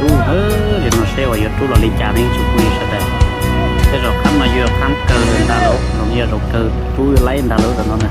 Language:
Hmong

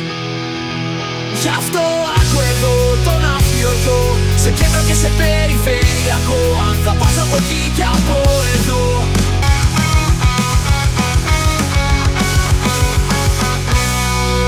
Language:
Greek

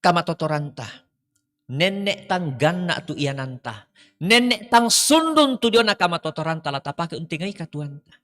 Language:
Toraja-Sa'dan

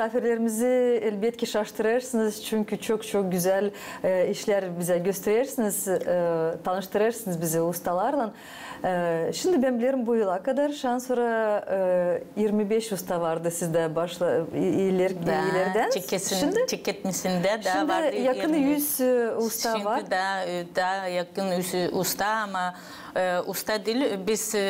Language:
Gagauz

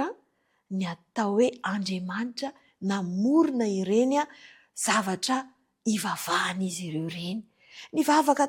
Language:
Malagasy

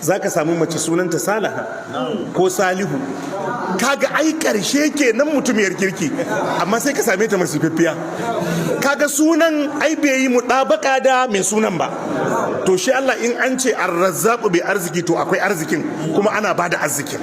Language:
Hausa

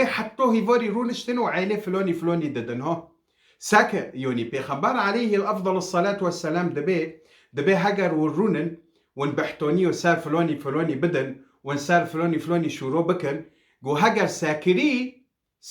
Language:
Kurdish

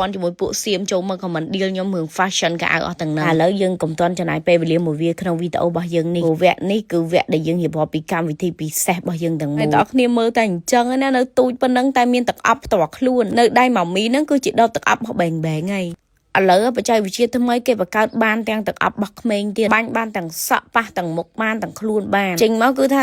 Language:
Khmer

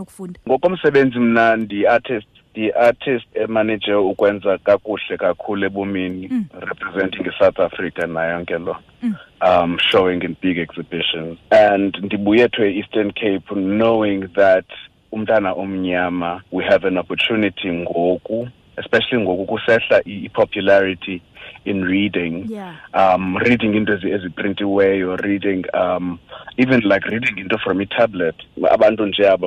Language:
Xhosa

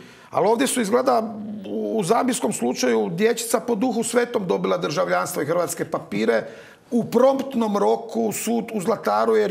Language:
Croatian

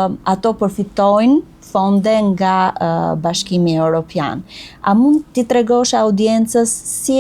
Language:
Albanian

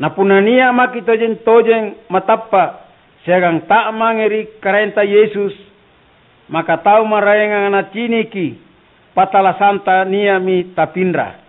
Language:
Makasar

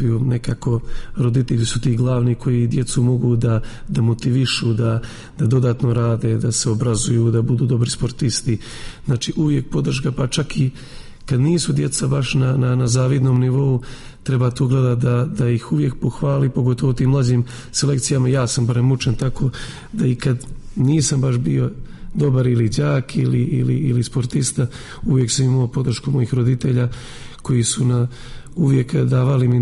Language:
Serbian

